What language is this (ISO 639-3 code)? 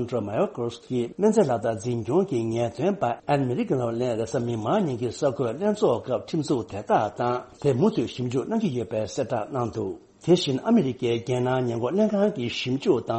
bod